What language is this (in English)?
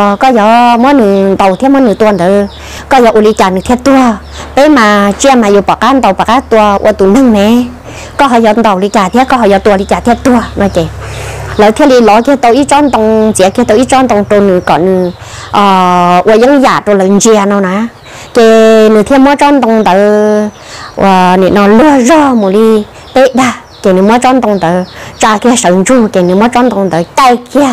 Vietnamese